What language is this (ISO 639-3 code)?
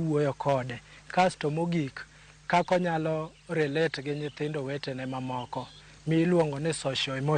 luo